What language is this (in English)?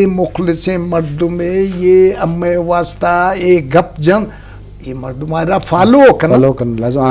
Eastern Balochi